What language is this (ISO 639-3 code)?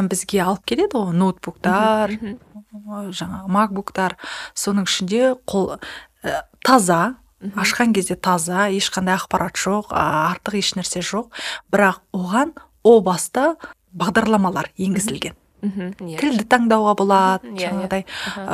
kaz